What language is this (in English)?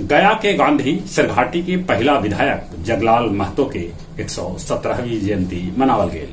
Magahi